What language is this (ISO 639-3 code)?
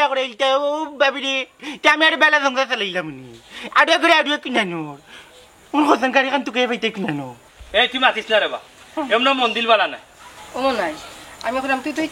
syl